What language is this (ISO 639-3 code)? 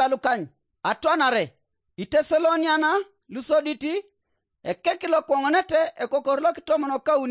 teo